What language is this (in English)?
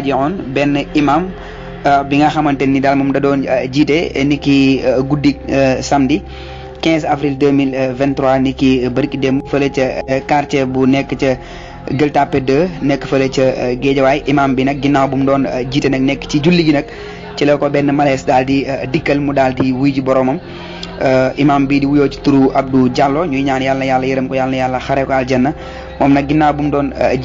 Wolof